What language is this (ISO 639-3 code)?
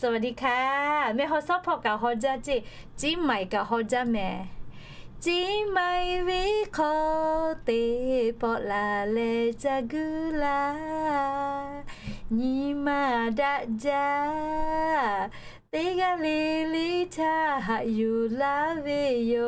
lhu